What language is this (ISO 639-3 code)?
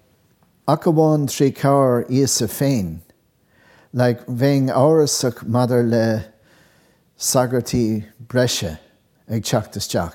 gle